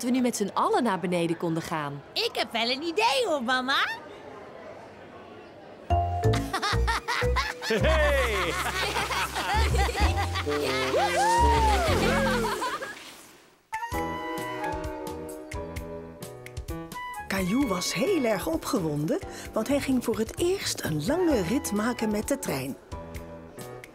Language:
Dutch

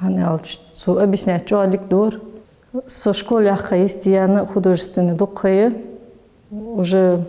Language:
Ingush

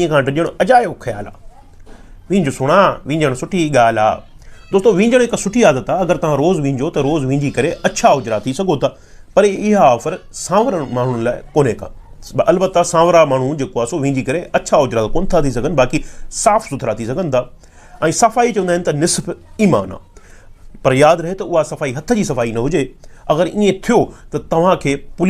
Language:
Sindhi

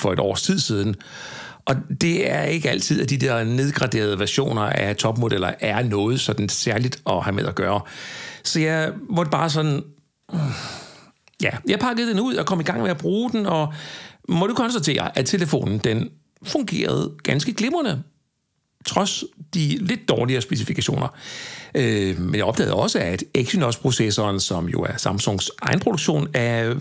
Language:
Danish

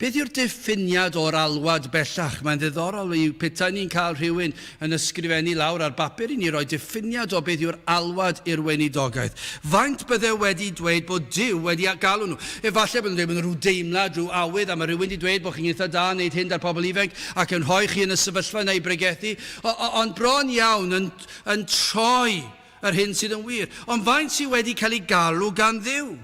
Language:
Welsh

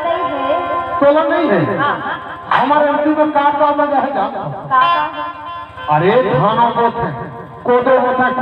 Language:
Chhattisgarhi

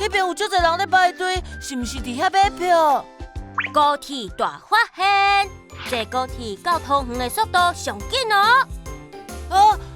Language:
Min Nan Chinese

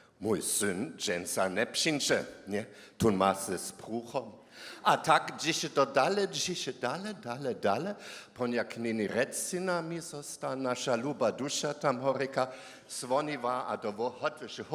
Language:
Upper Sorbian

